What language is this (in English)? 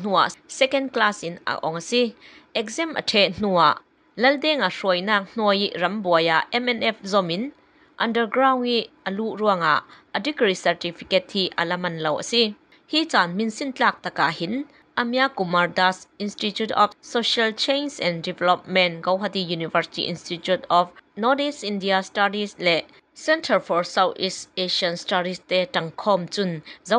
Falam Chin